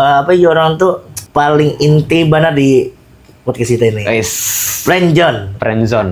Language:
Banjar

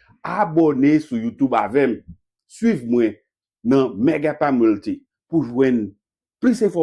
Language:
Haitian Creole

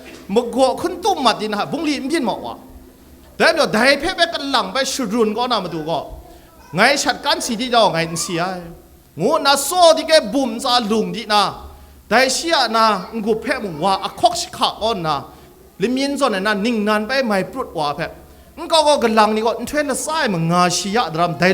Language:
Kachin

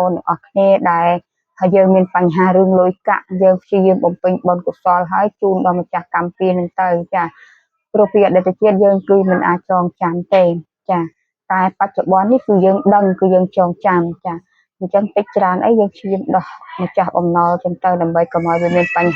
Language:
Khmer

